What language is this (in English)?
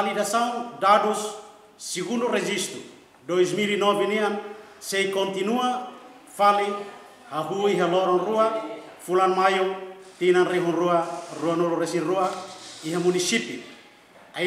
Tetum